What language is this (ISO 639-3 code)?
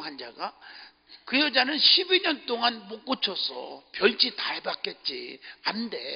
kor